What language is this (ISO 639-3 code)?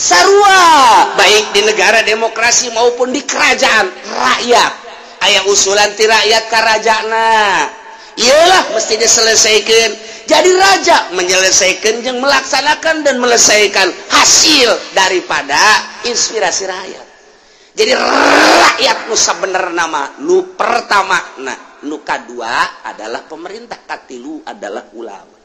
sun